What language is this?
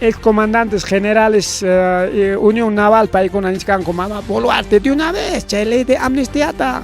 Ayacucho Quechua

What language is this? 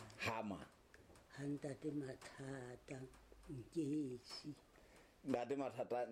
Southern Sotho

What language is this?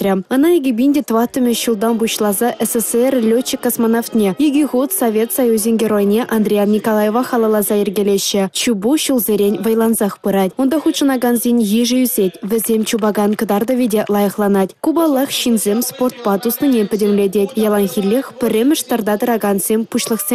Chuvash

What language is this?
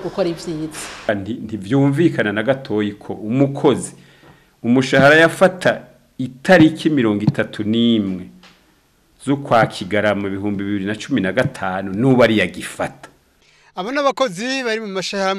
Rundi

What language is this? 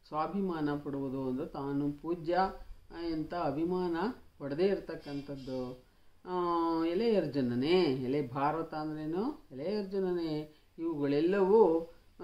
Kannada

